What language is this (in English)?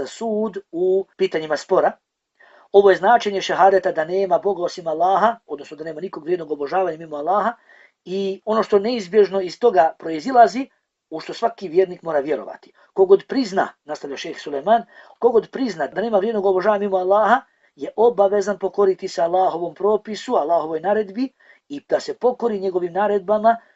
Bosnian